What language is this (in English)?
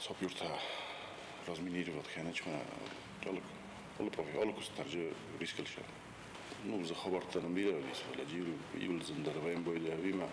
Ossetic